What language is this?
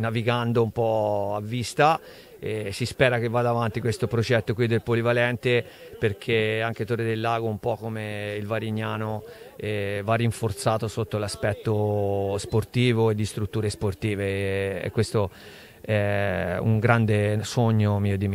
Italian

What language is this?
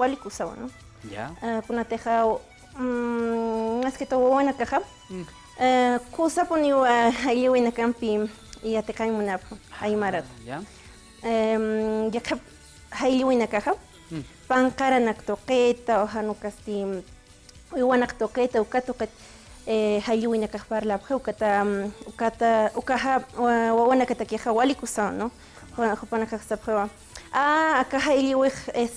Aymara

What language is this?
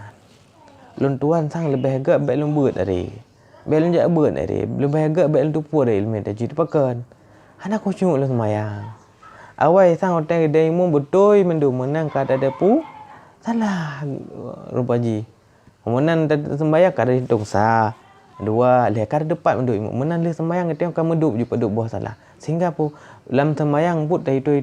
Achinese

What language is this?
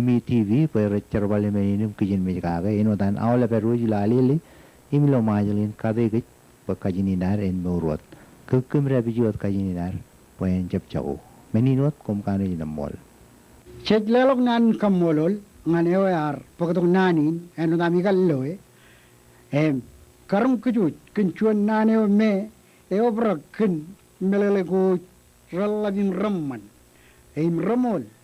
Marshallese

